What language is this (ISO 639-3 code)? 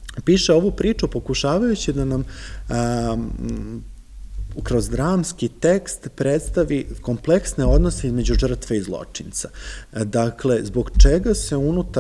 srp